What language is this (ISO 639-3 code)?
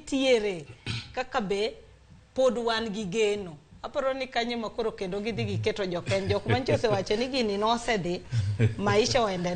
luo